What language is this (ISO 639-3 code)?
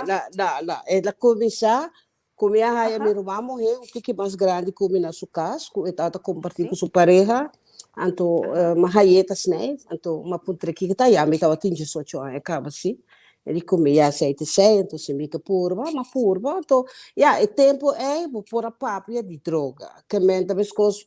pap